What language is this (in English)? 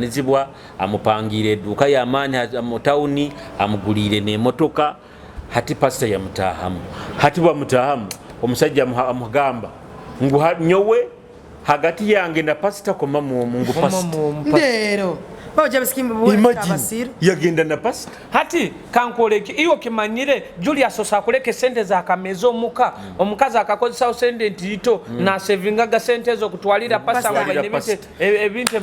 Nyoro